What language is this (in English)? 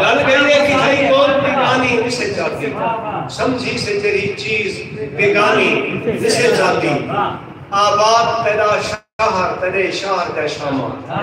Saraiki